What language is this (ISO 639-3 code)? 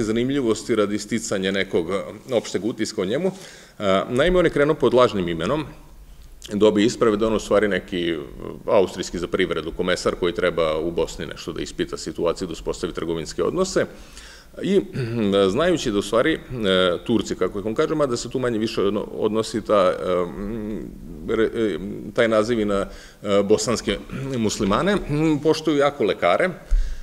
srp